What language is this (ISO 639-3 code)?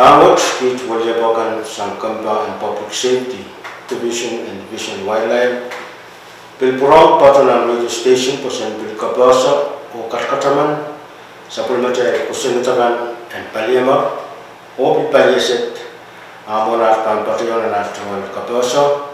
pon